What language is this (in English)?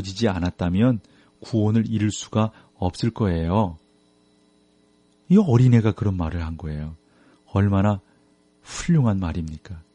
Korean